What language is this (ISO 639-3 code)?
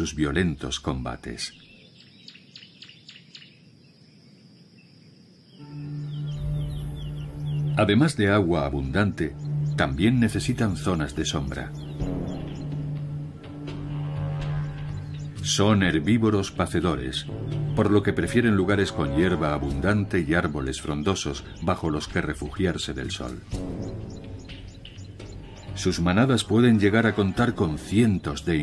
spa